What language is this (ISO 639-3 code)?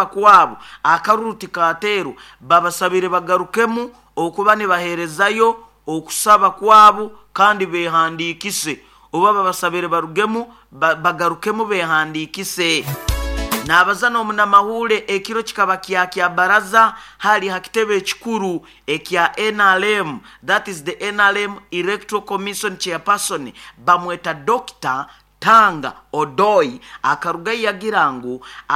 nyo